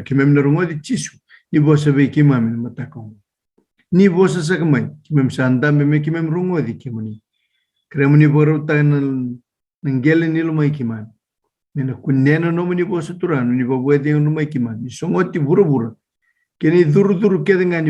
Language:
Fijian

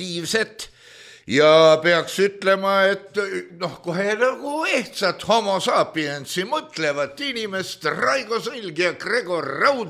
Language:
Estonian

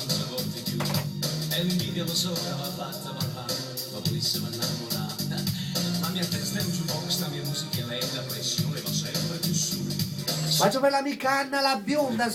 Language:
Neapolitan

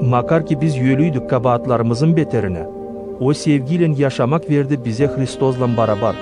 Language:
Gagauz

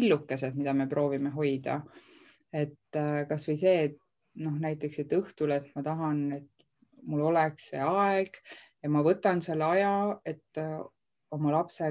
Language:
Estonian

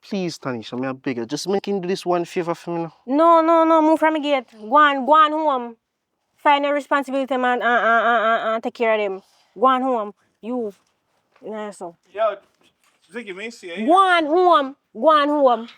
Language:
Jamaican Creole English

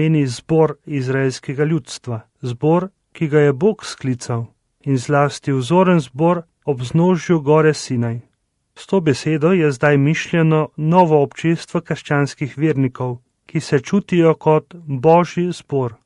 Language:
Slovenian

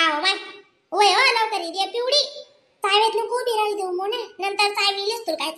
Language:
Khandesi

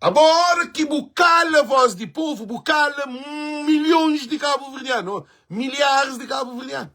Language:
Kabuverdianu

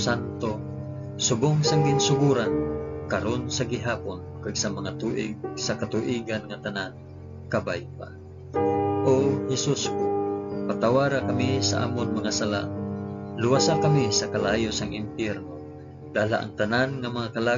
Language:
Hiligaynon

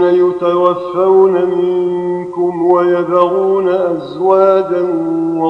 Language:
Arabic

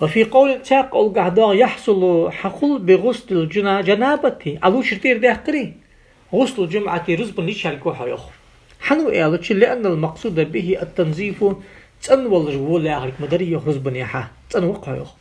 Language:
Ingush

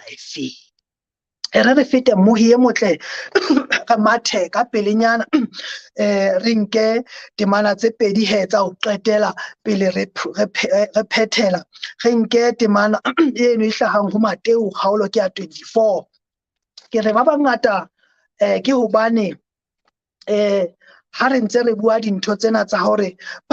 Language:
Southern Sotho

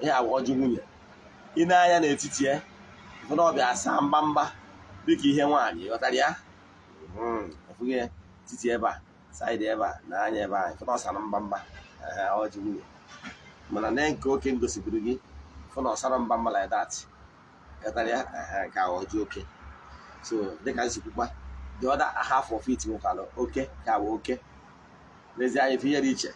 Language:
Igbo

